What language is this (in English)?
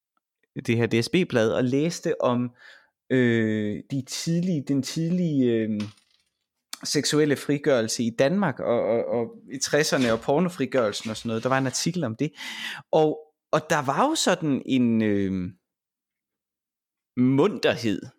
Danish